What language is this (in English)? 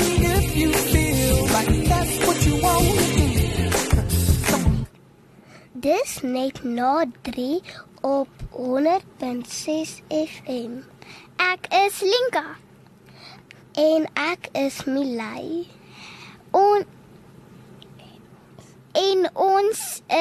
Afrikaans